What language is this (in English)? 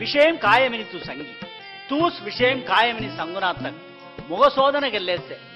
Saurashtra